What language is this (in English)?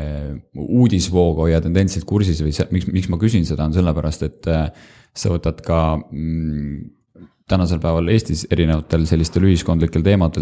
Estonian